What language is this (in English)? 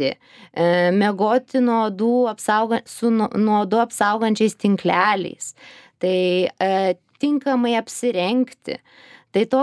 Lithuanian